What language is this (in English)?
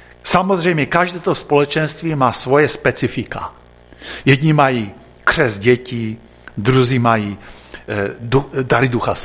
Czech